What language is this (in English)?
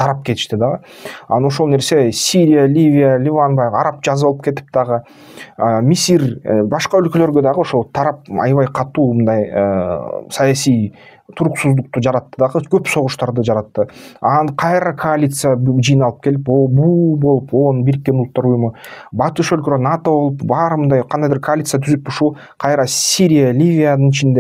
Kyrgyz